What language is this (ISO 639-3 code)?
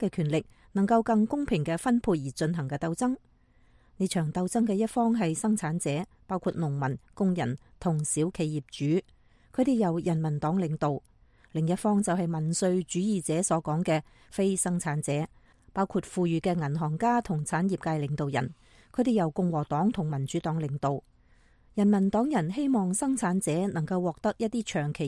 yue